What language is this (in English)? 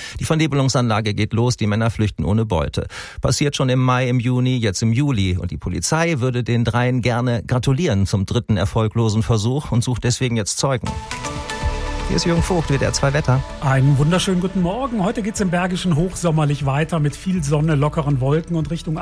German